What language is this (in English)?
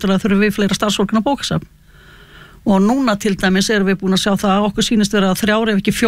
Icelandic